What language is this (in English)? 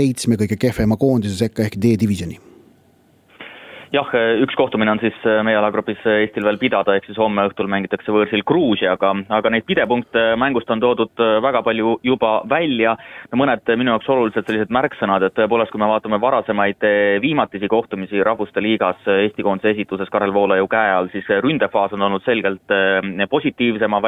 Estonian